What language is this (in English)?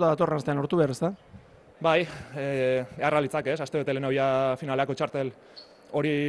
Basque